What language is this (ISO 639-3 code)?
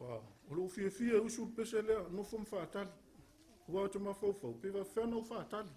smo